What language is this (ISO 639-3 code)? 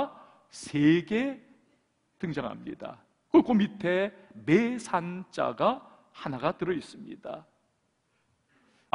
kor